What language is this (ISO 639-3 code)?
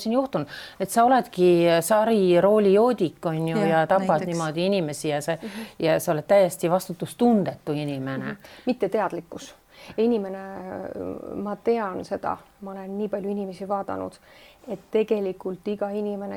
est